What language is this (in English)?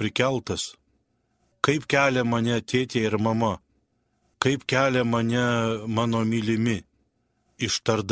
Lithuanian